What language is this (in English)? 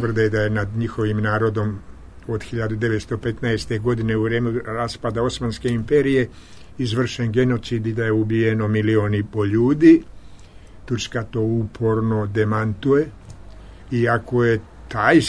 Serbian